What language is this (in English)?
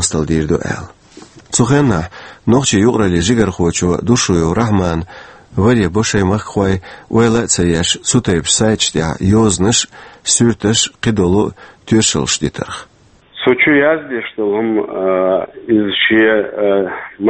Chechen